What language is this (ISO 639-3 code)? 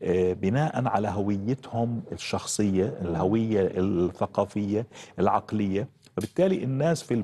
ara